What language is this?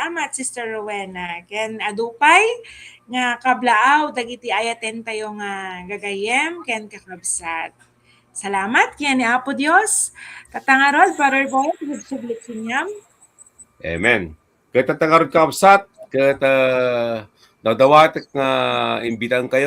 Iloko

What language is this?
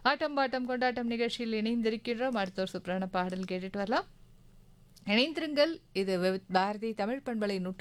Tamil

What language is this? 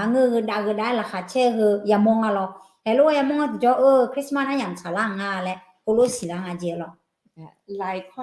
Akha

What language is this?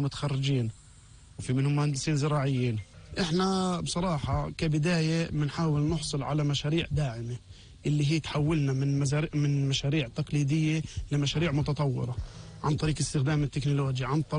North Levantine Arabic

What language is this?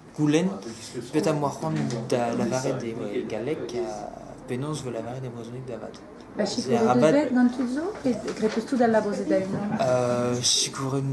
Breton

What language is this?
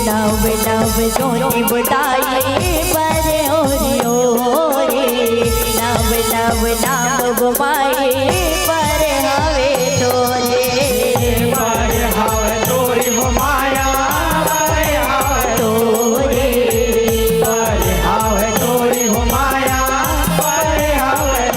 Chhattisgarhi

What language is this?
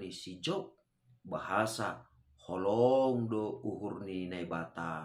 Batak Simalungun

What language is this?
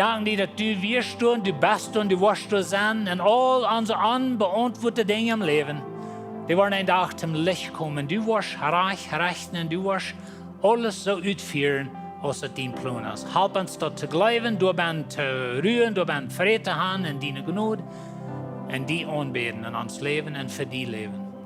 Plautdietsch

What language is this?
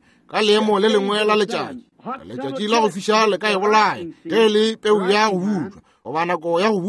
Northern Sotho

